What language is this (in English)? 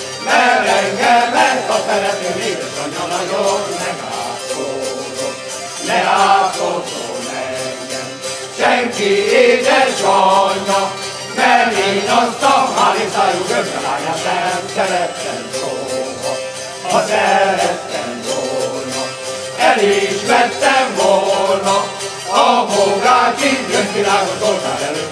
Hungarian